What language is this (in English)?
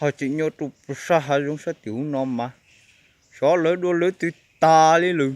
Hmong